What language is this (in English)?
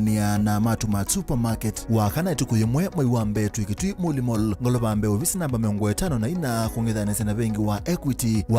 Kamba